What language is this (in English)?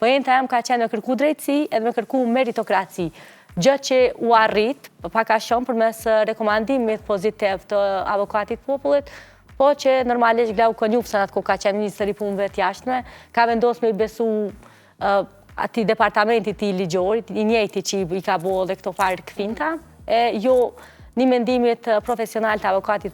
Albanian